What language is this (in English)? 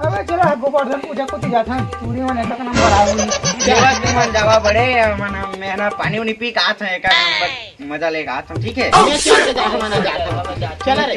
Chhattisgarhi